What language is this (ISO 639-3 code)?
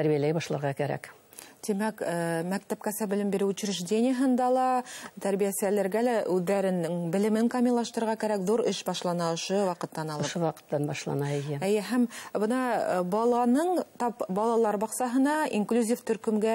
bak